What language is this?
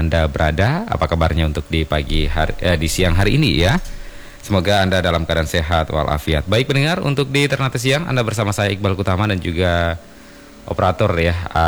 Indonesian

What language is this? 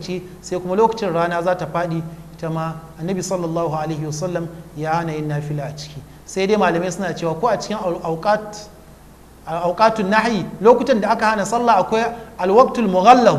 Hausa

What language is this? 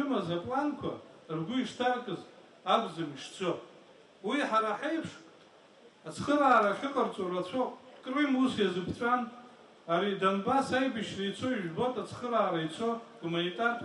Abkhazian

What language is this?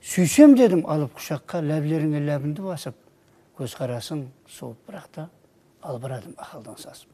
Kara-Kalpak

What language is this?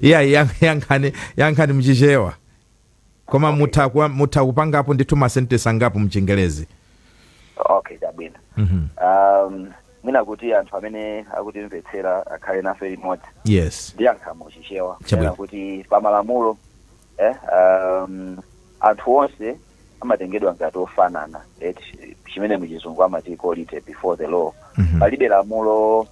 Nyanja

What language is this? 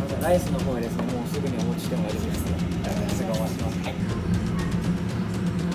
Japanese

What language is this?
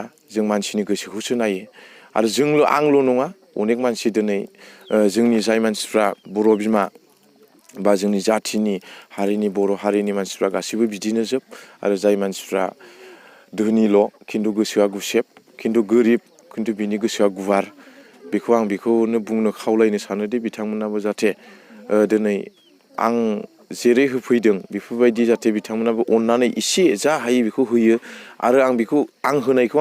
Bodo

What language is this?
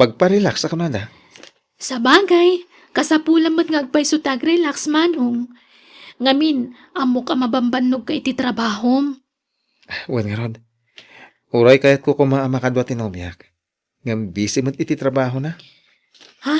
Iloko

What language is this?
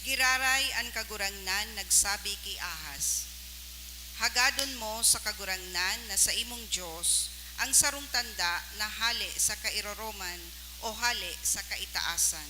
Bikol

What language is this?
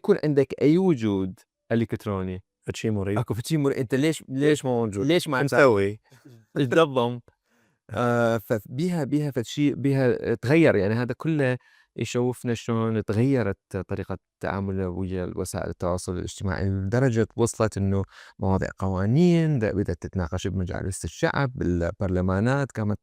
Mesopotamian Arabic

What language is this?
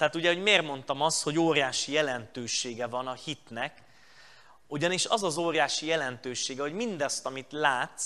Hungarian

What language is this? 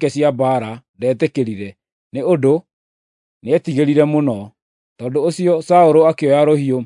Kikuyu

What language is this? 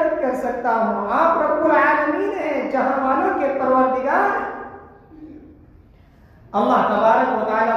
Urdu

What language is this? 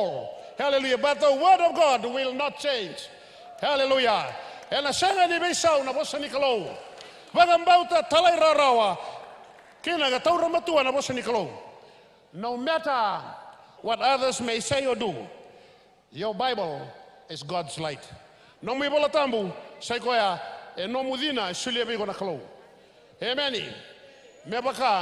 Fijian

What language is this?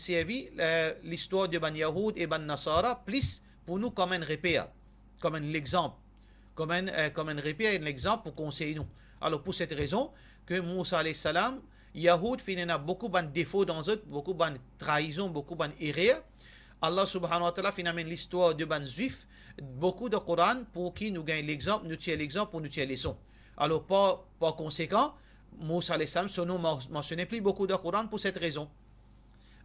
Morisyen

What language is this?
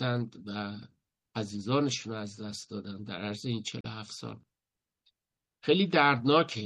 Persian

